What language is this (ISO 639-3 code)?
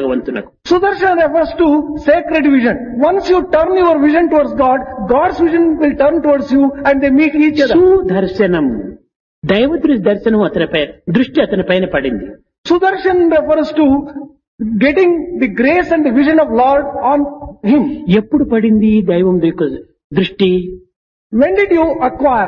tel